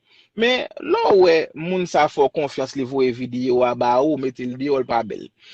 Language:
Haitian Creole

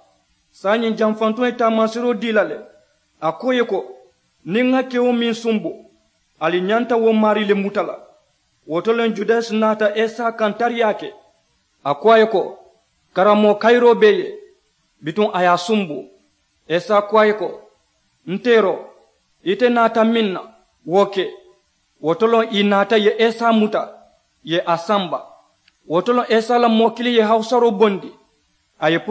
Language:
Mandingo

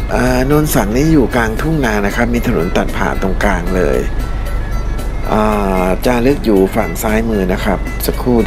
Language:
Thai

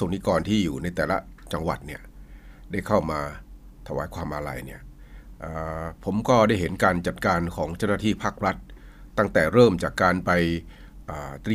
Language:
Thai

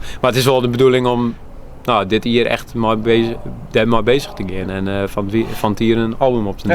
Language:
Western Frisian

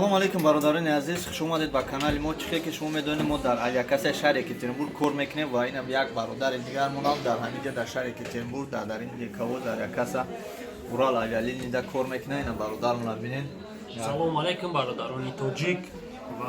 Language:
Tajik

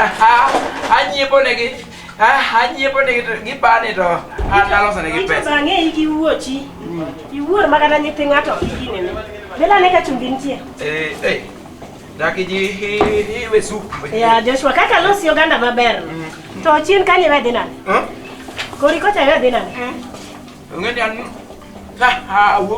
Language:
Luo (Kenya and Tanzania)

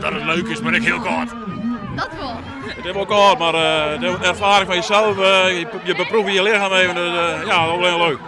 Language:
Western Frisian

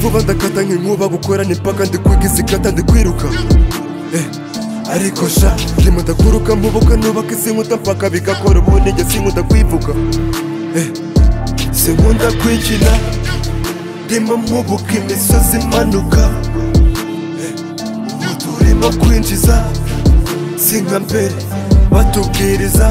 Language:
Kinyarwanda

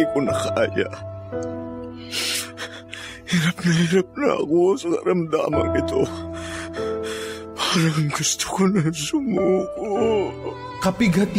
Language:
Filipino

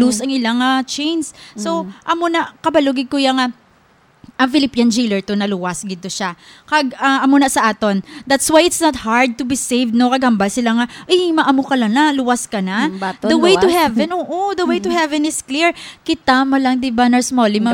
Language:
Hiligaynon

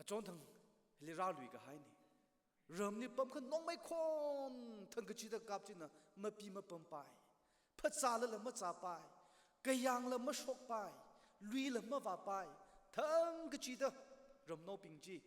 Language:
Tangkhul Naga (India)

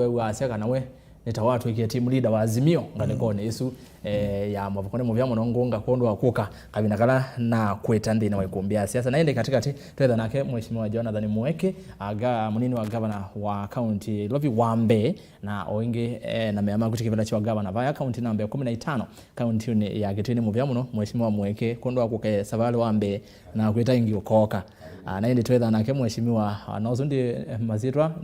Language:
Kamba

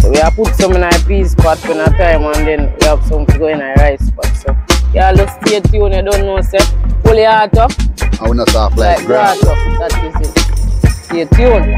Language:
Jamaican Creole English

